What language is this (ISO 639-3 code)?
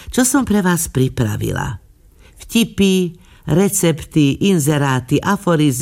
slk